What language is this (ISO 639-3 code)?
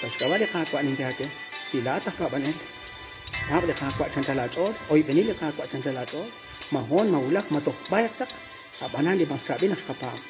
kek